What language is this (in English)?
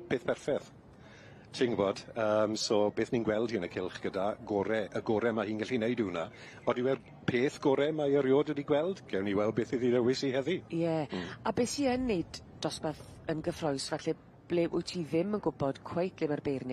Welsh